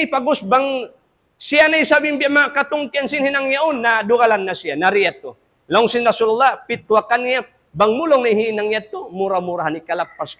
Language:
Tausug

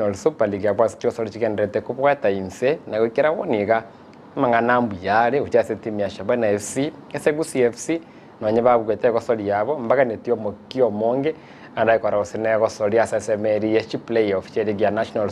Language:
Gusii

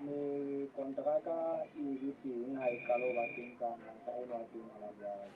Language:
Southern Sotho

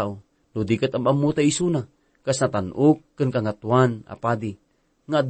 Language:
Iloko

